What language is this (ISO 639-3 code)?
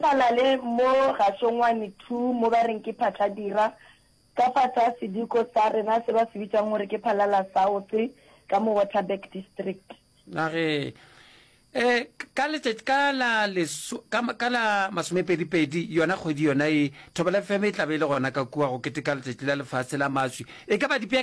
nso